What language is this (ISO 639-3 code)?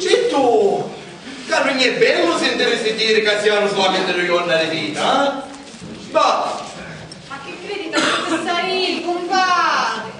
scn